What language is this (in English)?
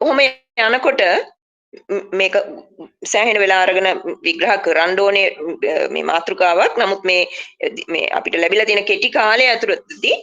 Sinhala